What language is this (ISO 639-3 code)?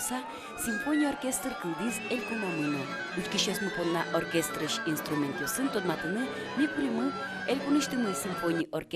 udm